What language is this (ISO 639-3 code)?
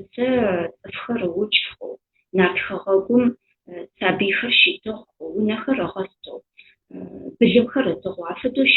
ady